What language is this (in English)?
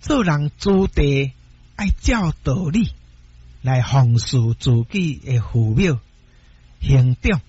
Min Nan Chinese